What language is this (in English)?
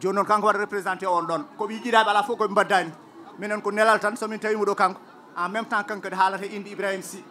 Fula